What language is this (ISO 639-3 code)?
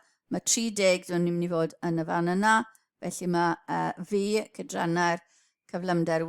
cym